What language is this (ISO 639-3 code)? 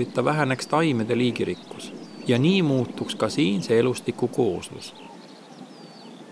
est